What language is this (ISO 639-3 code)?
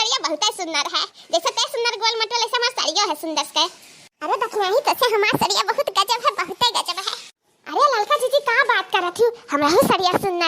awa